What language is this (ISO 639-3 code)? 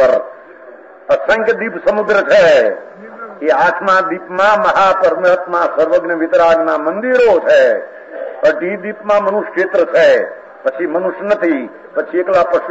guj